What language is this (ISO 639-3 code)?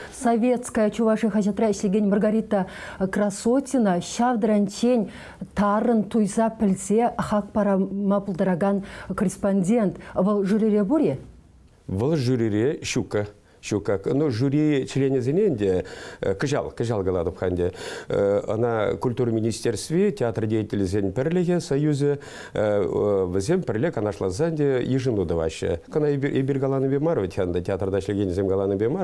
chv